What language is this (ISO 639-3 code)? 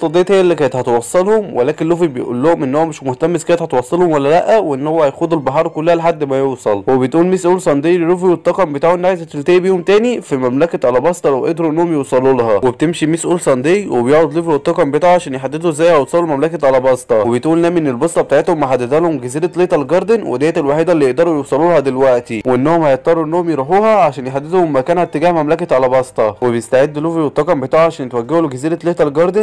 arz